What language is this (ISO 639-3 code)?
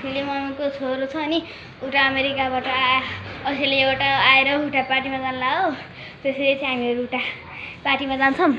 nep